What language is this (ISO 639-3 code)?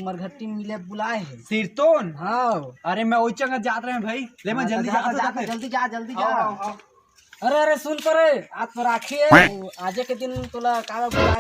hne